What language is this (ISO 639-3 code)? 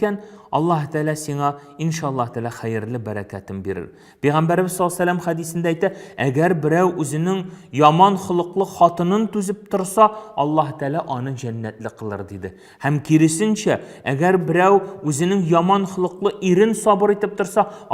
tat